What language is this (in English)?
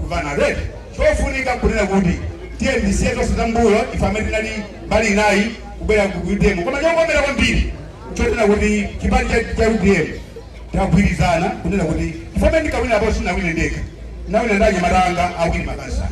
Nyanja